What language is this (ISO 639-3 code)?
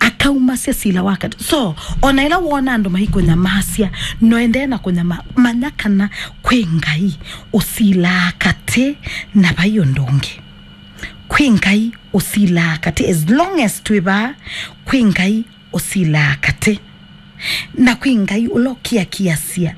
kam